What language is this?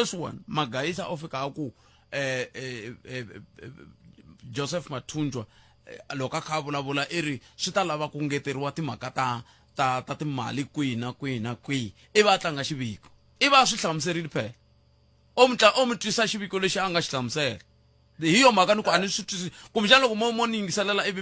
Tsonga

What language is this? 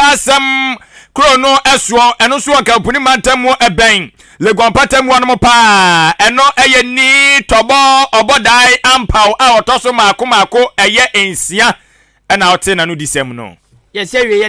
Akan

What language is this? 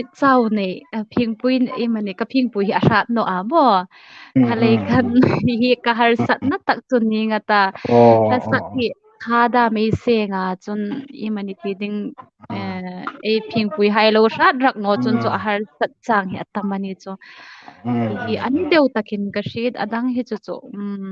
Hmar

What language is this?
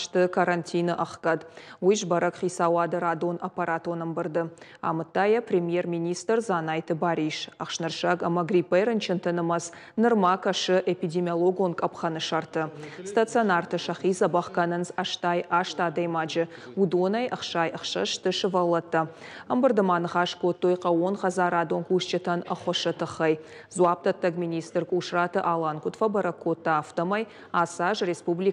Ossetic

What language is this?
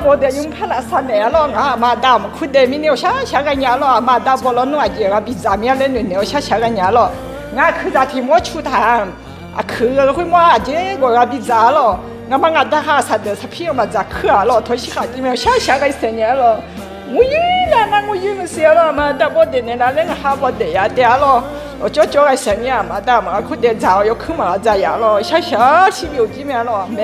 Akha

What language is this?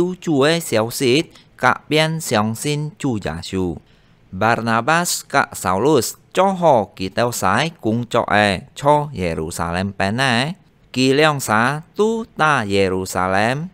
Hakka Chinese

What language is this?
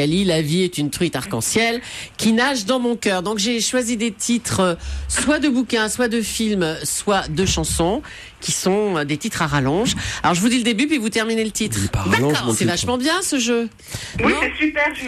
French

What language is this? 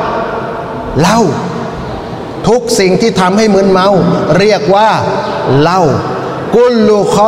Thai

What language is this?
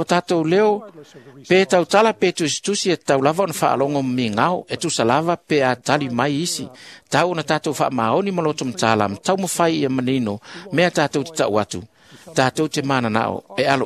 Samoan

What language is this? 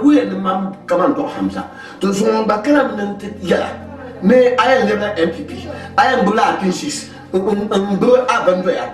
Dagbani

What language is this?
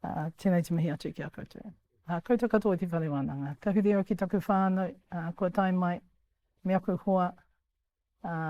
Māori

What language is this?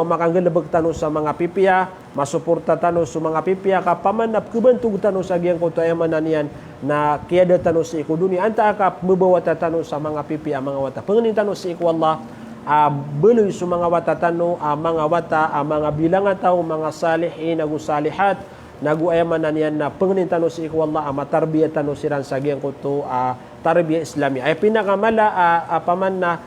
Maranao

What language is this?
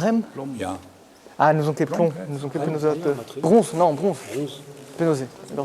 Breton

